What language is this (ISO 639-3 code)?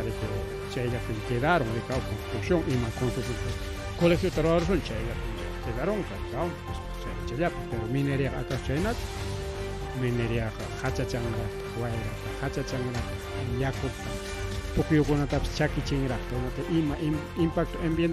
quy